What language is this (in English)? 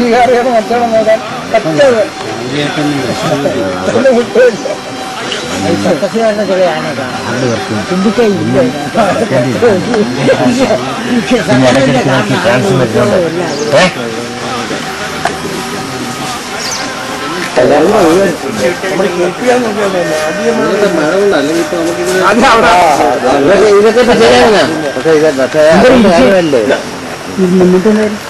Malayalam